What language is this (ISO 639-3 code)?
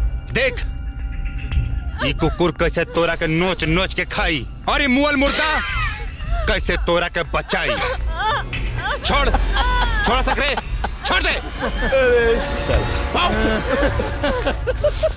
bho